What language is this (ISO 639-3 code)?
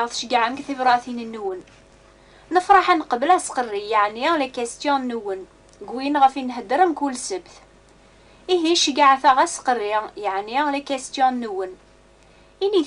kab